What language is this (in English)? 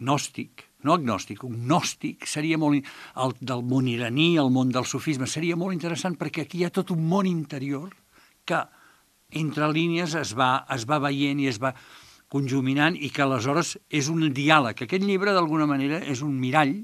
Catalan